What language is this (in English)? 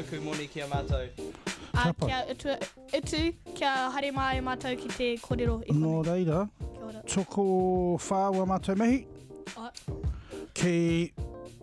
Māori